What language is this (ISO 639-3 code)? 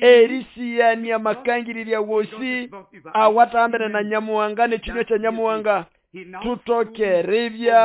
nnb